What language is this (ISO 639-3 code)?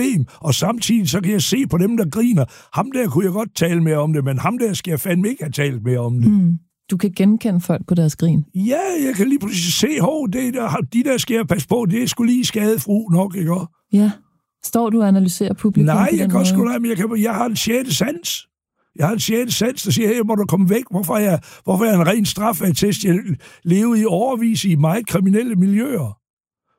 dan